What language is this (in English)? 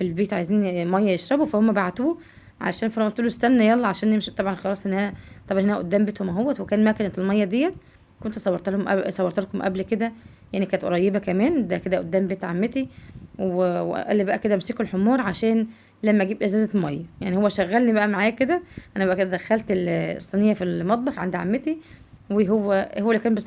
Egyptian Arabic